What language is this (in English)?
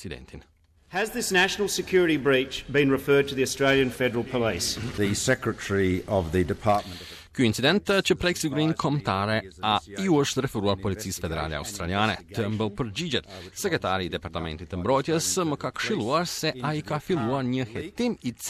Albanian